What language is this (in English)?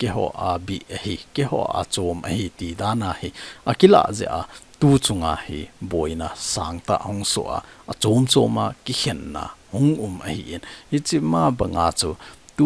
Thado Chin